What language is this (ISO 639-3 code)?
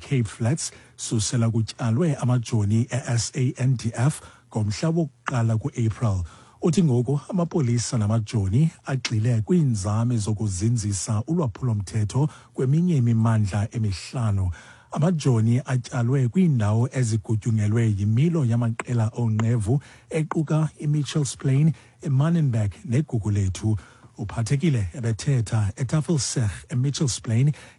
xho